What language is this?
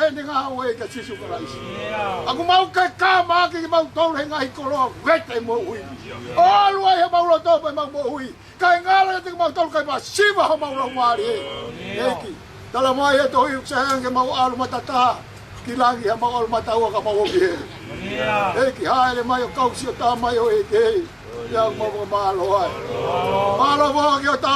Tongan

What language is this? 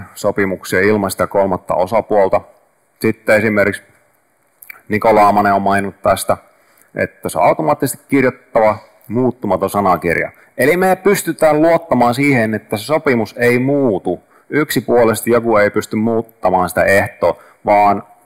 Finnish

